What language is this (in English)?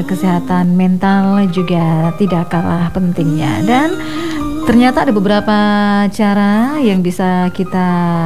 Indonesian